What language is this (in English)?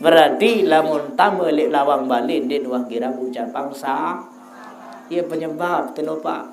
Sasak